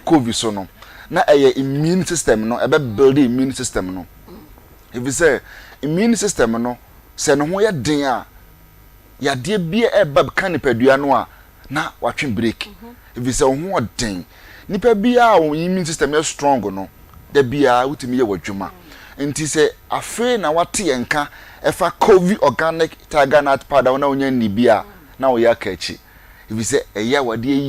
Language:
Akan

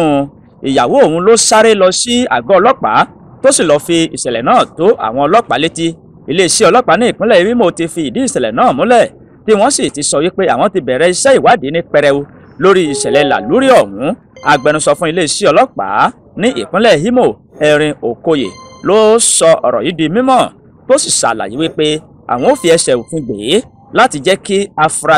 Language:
Yoruba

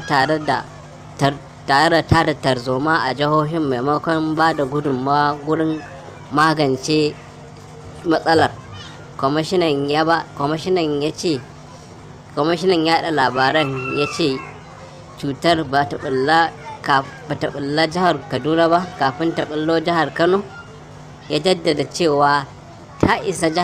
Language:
Hausa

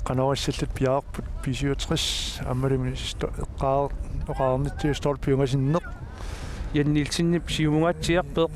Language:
Kalaallisut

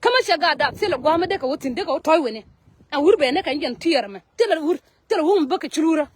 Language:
Nuer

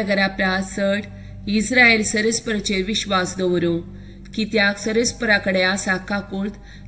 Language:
Konkani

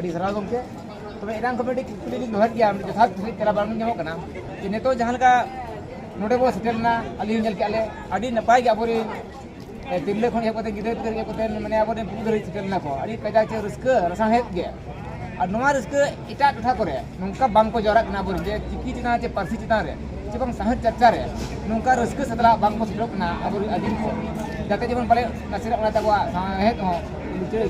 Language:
Santali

